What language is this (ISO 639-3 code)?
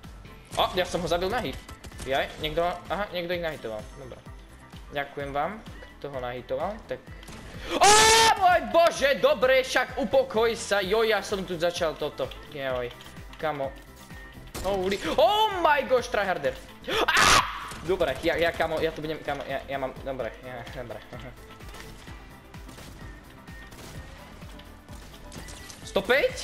slk